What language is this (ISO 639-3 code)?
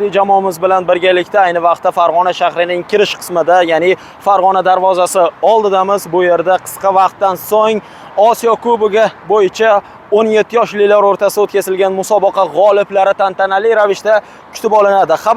uzb